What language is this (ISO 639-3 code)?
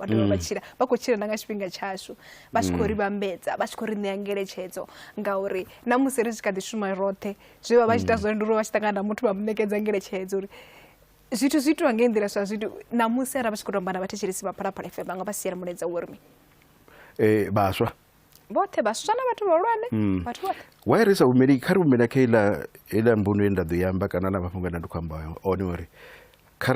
ven